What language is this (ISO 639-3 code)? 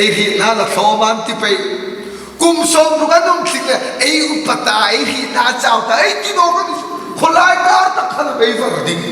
hmr